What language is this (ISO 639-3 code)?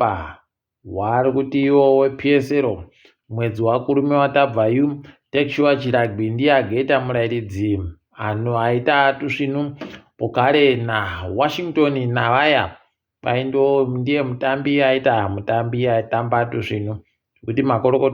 ndc